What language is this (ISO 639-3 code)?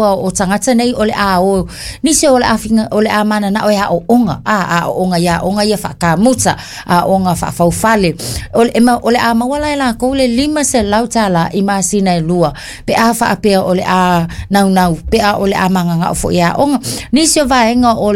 smo